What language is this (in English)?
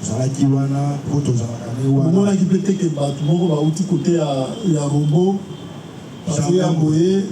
Lingala